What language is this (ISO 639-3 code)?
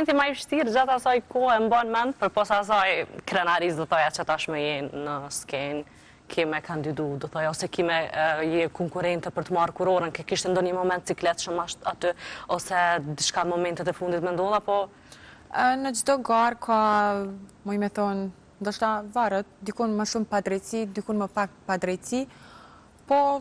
sqi